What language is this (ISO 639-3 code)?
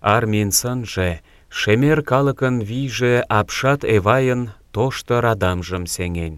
chm